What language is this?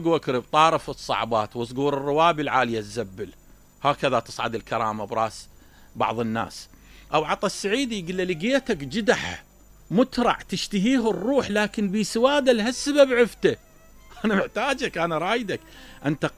Mesopotamian Arabic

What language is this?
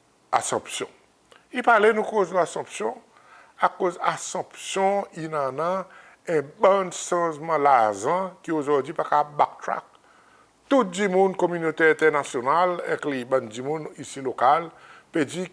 Seselwa Creole French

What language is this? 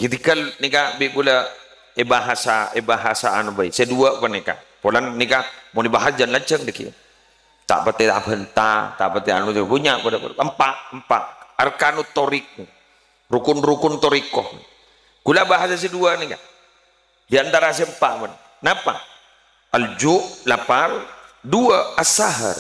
Madurese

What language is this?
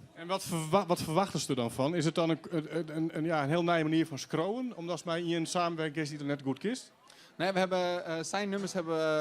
Western Frisian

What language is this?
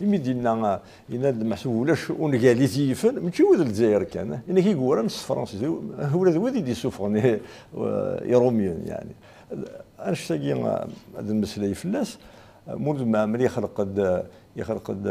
Kabyle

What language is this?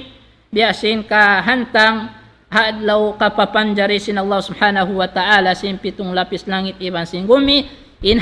Tausug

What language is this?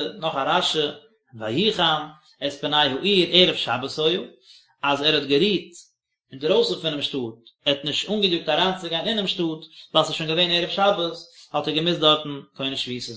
Yiddish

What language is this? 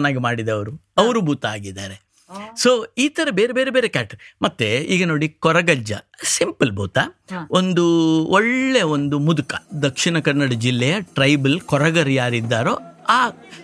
Kannada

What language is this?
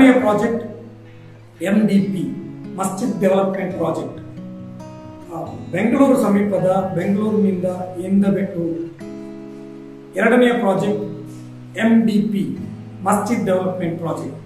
Kannada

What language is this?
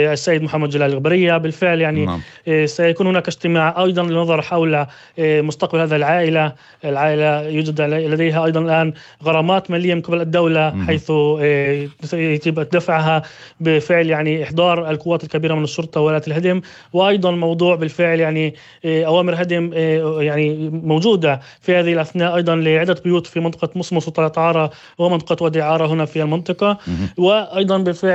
North Levantine Arabic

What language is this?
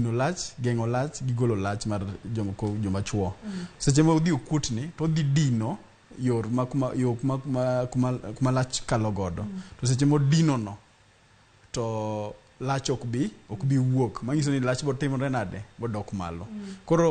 Luo (Kenya and Tanzania)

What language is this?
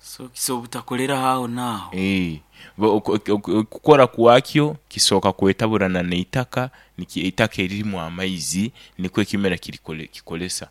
Nyoro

